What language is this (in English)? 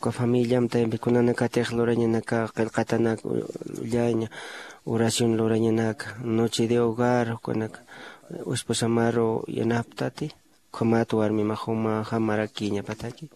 Aymara